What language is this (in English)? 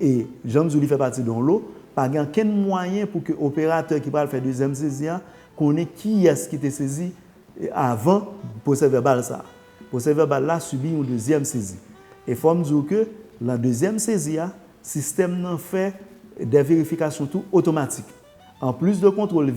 Haitian Creole